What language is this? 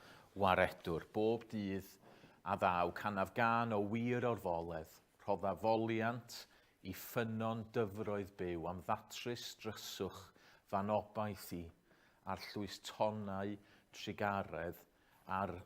Welsh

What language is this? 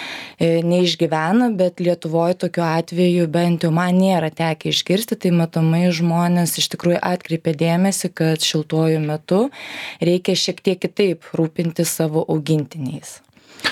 Lithuanian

